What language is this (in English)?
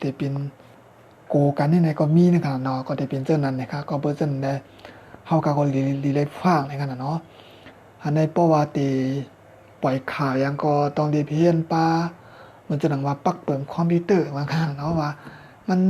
Shan